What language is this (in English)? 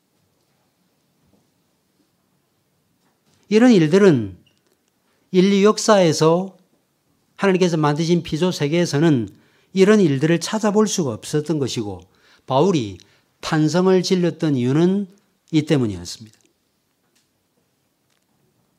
Korean